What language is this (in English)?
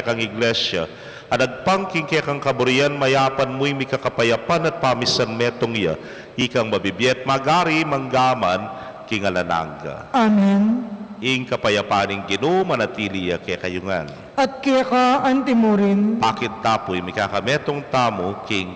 Pampanga